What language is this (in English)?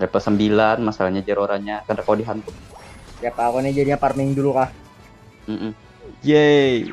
Banjar